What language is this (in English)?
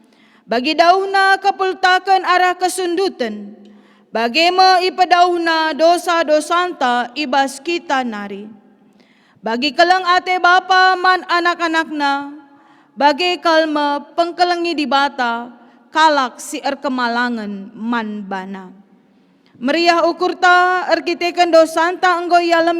Batak Karo